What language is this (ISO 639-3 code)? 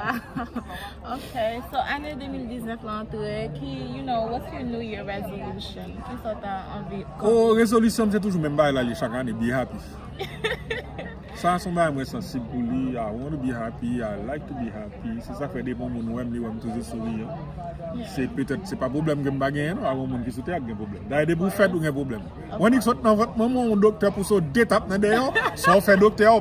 hat